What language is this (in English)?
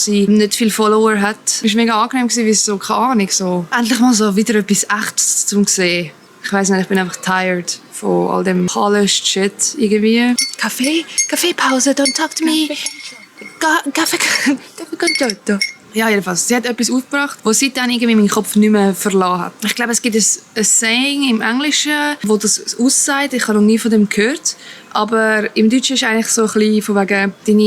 Swiss German